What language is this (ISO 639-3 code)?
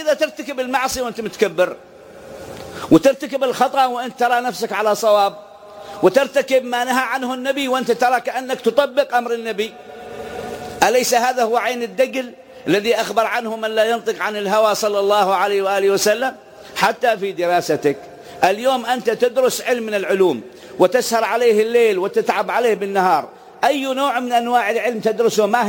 ara